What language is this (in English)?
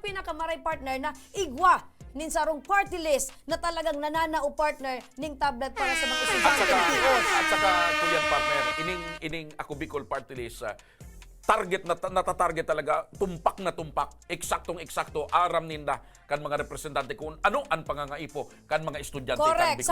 Bikol